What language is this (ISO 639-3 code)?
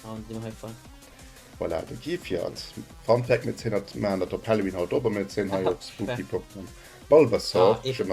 ltz